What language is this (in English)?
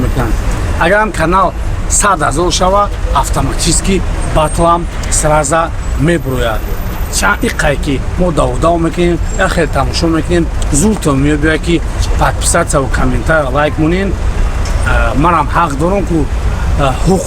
Tajik